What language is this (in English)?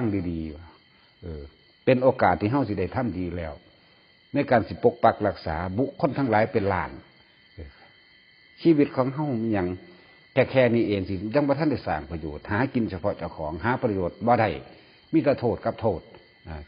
Northeastern Thai